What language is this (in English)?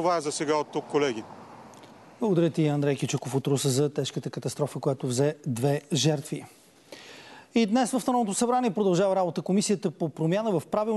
Bulgarian